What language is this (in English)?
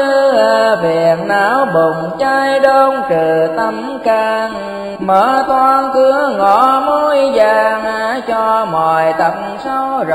Vietnamese